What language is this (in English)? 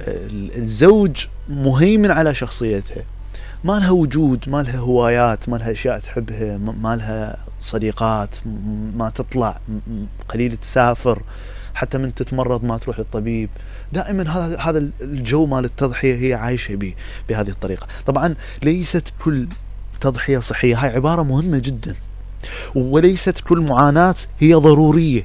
Mesopotamian Arabic